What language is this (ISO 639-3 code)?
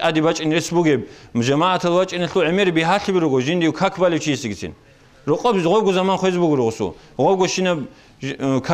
ava